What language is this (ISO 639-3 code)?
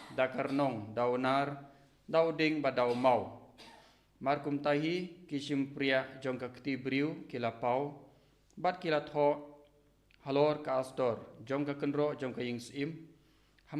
kha